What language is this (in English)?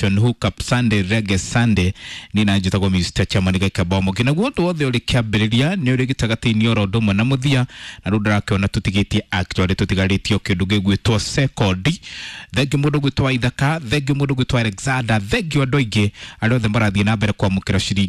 Kikuyu